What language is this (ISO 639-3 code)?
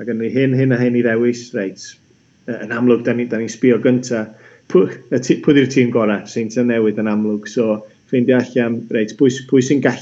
cym